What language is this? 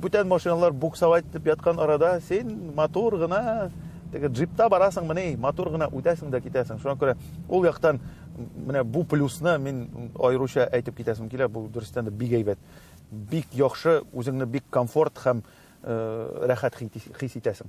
Tatar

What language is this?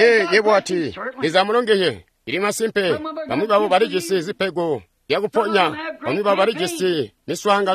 Tonga (Zambia)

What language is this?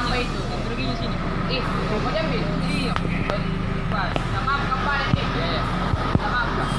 Makassar Malay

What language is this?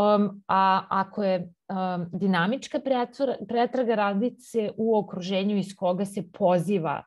Serbian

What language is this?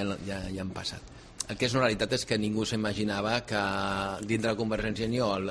Catalan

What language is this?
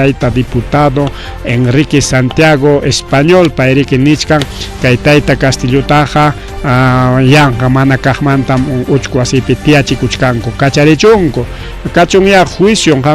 Ayacucho Quechua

